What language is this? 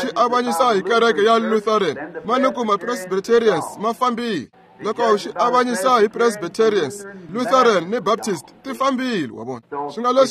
Tsonga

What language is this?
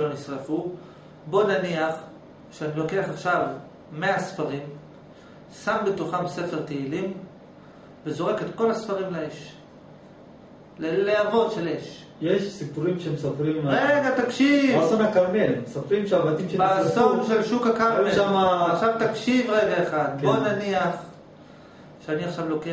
Hebrew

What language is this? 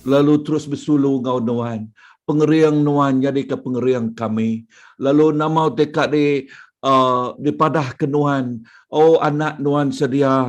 Iban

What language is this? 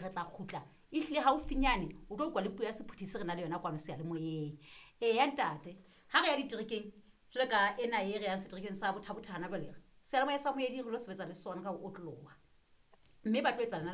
Southern Sotho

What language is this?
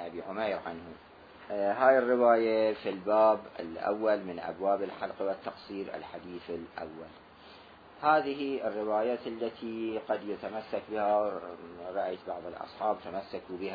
Mesopotamian Arabic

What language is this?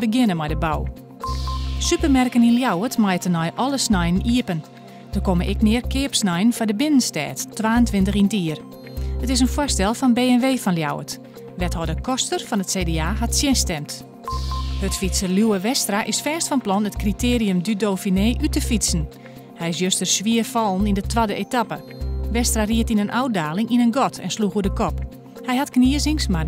Western Frisian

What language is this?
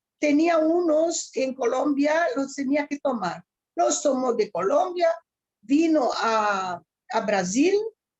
Ladino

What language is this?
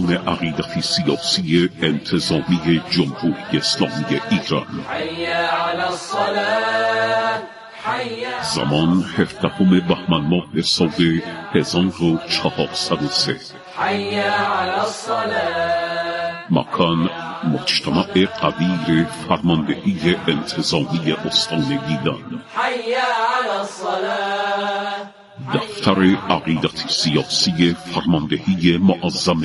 Persian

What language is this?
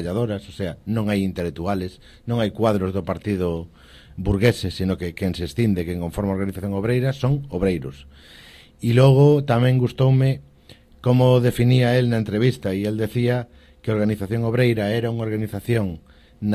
Galician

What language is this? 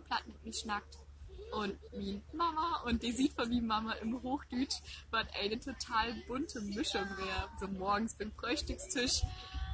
Low German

